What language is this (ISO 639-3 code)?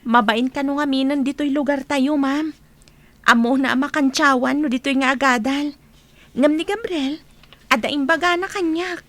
ilo